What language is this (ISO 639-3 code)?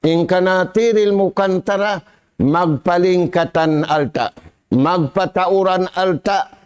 tsg